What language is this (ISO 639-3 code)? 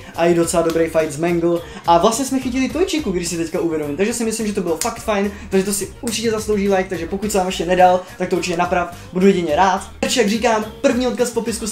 ces